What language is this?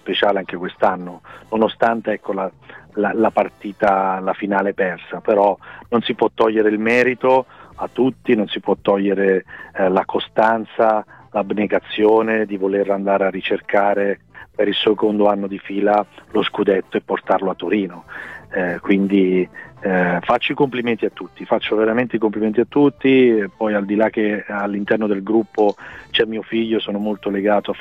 Italian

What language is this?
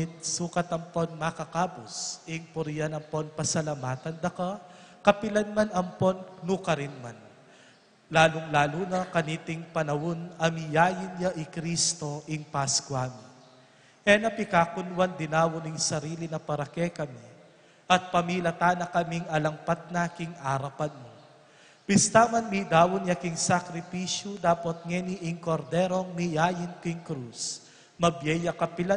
Pampanga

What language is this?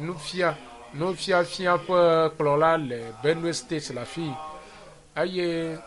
Ewe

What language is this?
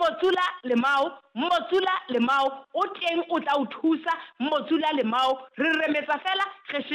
Southern Sotho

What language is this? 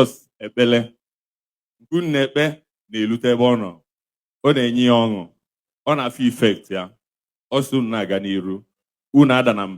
Igbo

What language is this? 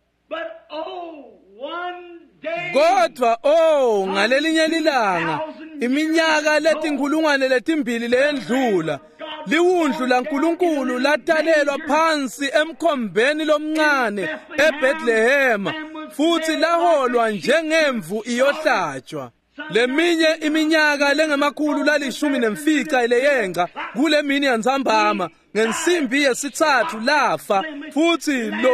Swati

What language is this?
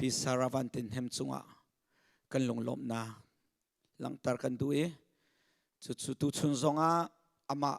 Hakha Chin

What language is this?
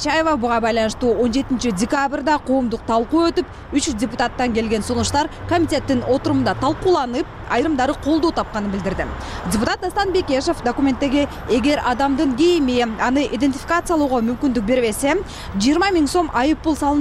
Kyrgyz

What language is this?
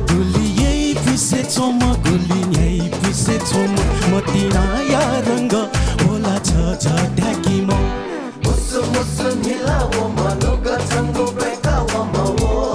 Newari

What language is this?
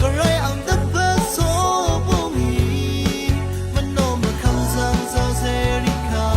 Rawang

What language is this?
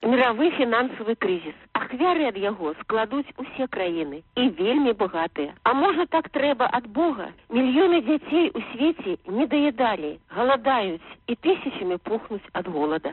Belarusian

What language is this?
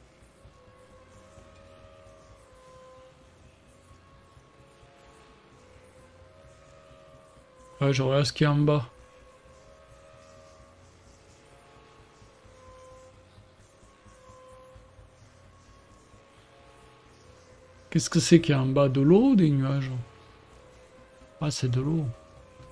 French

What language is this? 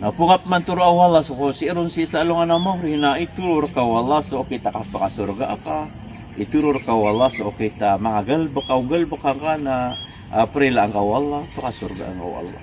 Maranao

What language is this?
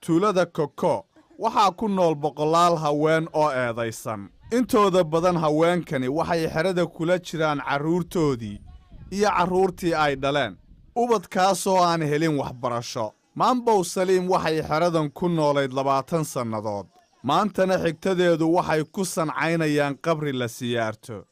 Somali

